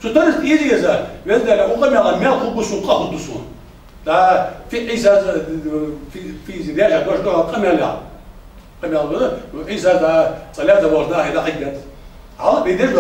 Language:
Ingush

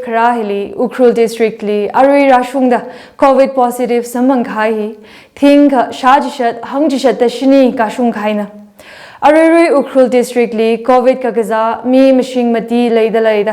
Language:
Tangkhul Naga (India)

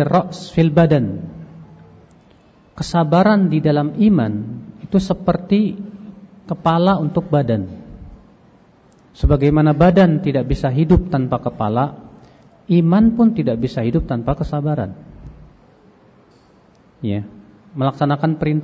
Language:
Indonesian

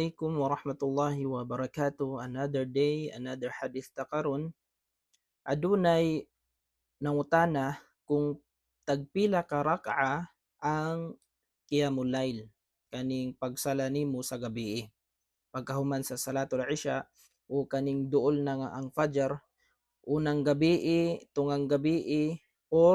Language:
Cebuano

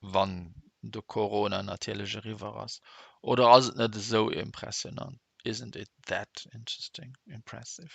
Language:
Luxembourgish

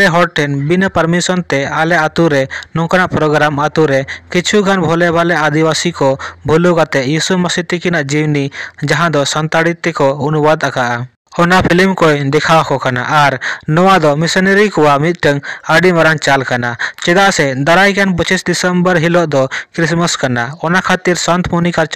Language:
Santali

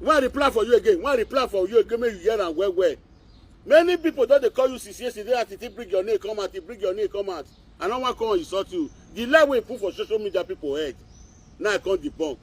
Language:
Nigerian Pidgin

